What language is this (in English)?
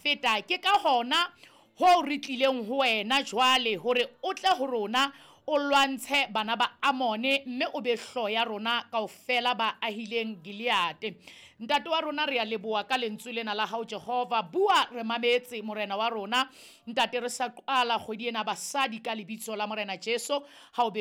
Southern Sotho